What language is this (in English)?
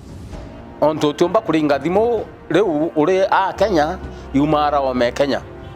Meru